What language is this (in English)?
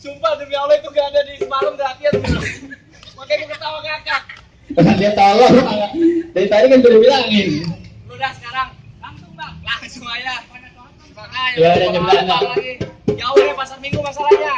Betawi